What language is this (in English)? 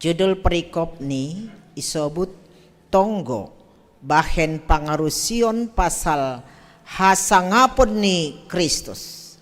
Batak Simalungun